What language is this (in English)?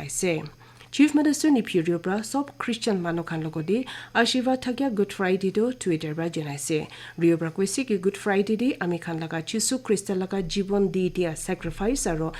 Naga Pidgin